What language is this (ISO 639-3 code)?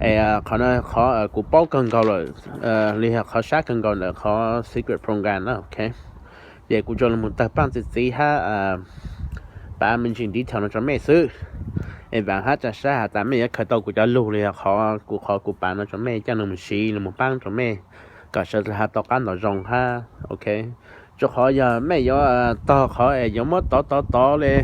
hmn